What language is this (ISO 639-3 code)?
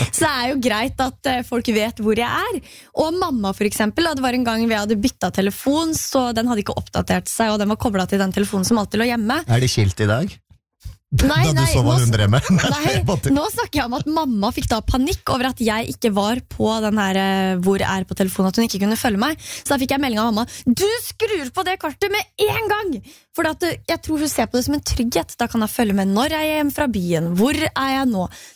nor